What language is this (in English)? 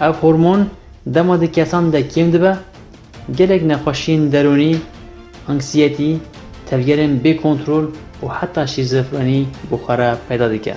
Kurdish